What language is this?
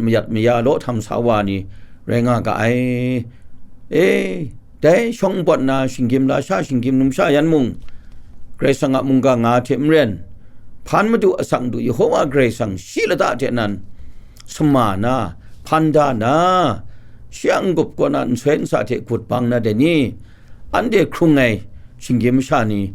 Kachin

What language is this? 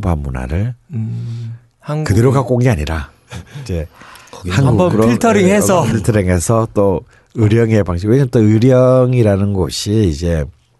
Korean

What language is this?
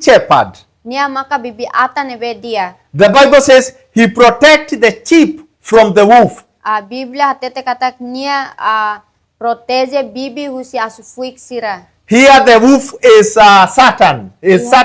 Tetum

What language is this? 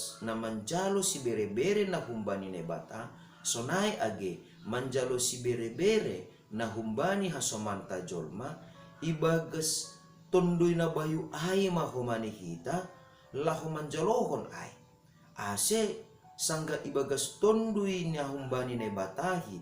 Batak Simalungun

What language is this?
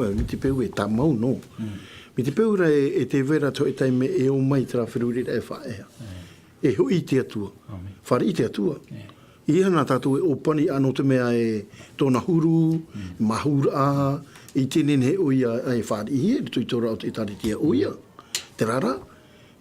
Tahitian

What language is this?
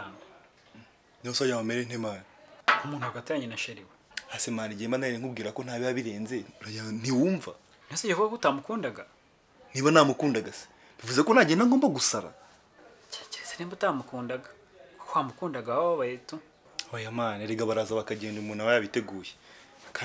Kinyarwanda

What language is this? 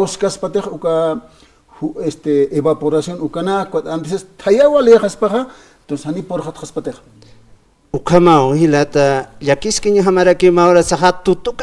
Aymara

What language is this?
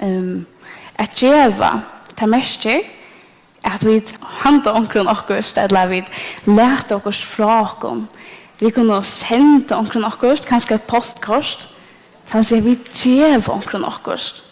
Faroese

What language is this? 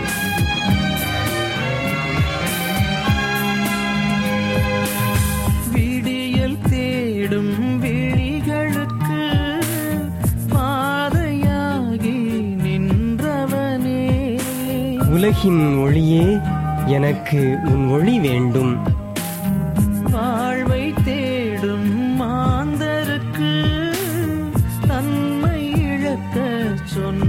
Tamil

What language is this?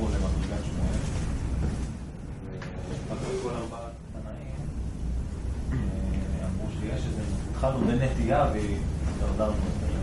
Hebrew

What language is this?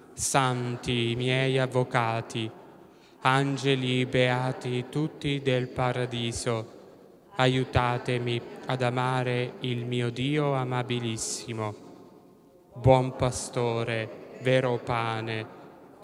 Italian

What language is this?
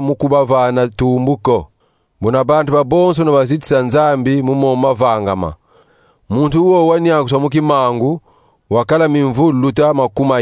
Kongo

